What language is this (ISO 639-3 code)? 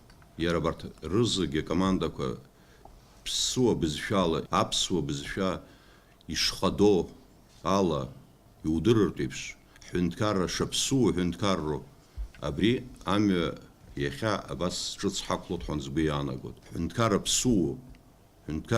abk